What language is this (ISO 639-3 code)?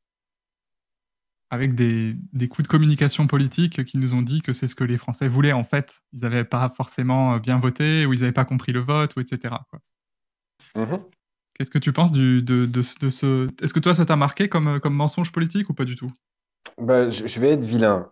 fra